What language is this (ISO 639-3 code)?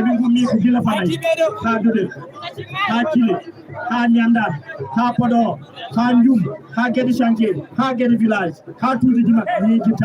ful